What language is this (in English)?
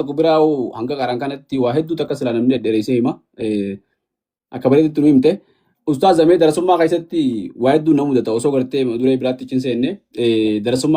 Oromo